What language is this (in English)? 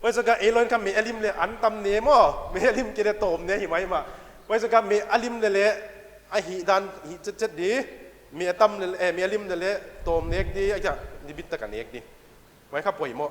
Paite Chin